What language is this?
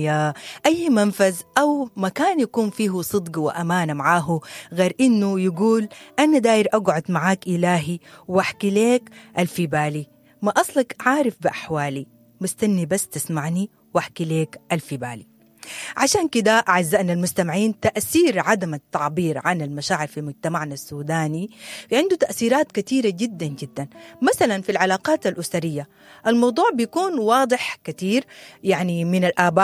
Sudanese Arabic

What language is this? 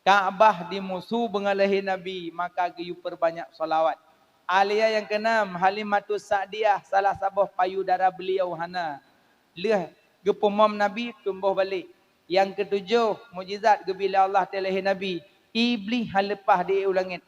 Achinese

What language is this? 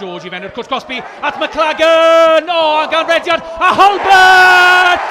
Welsh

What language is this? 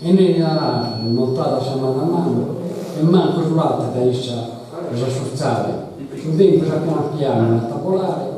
Sardinian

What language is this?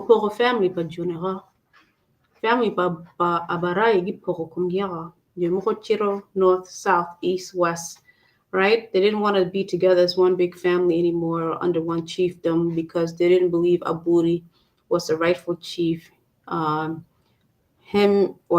Acoli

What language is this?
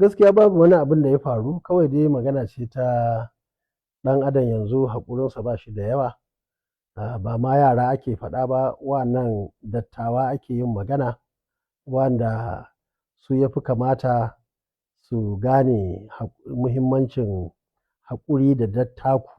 Hausa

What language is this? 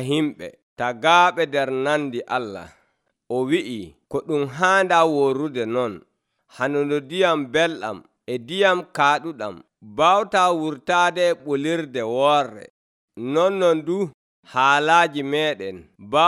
Nigerian Fulfulde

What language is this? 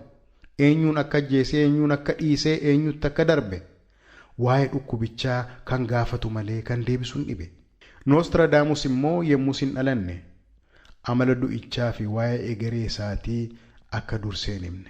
Oromo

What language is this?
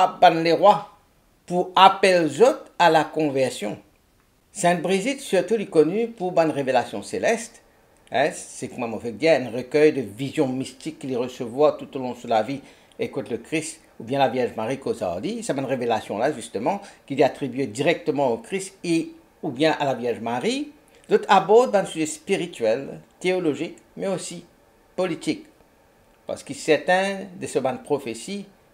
Morisyen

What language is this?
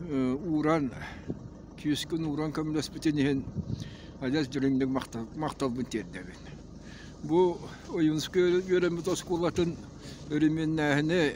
Yakut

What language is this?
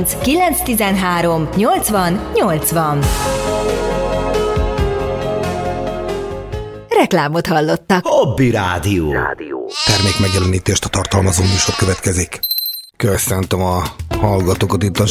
Hungarian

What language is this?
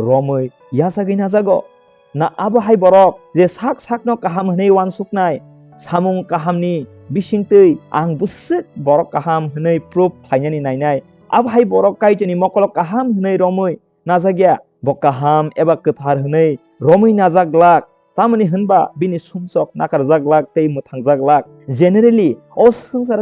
Kok Borok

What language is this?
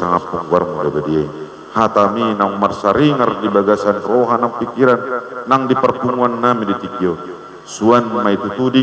Batak Toba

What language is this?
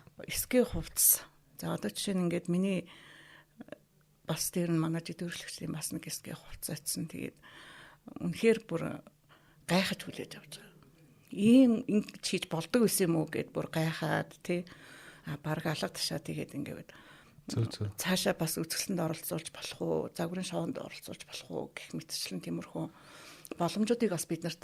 Mongolian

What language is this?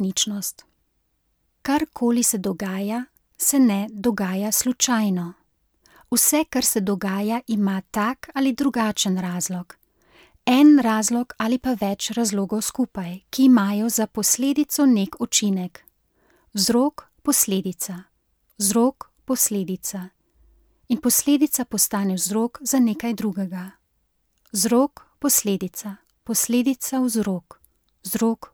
Slovenian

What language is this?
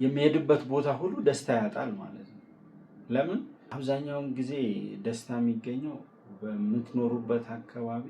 Amharic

